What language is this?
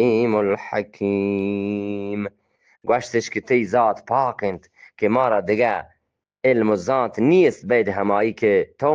Eastern Balochi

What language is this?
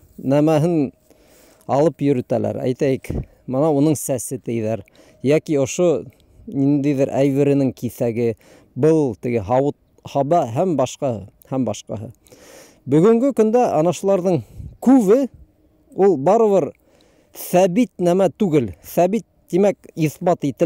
Bashkir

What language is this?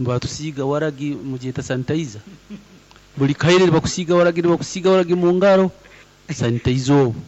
Nyankole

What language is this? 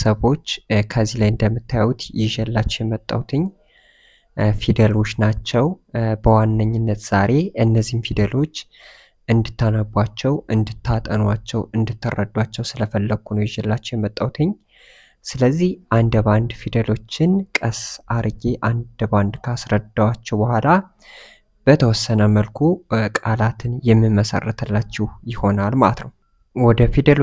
Amharic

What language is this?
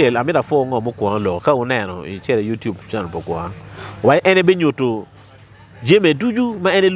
Acoli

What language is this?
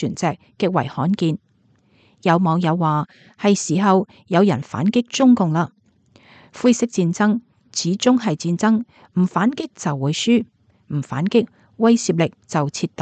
Cantonese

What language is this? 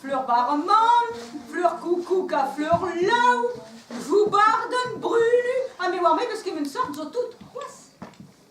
Breton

